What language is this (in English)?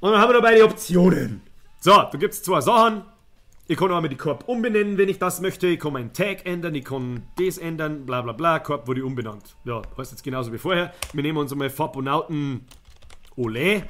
Bavarian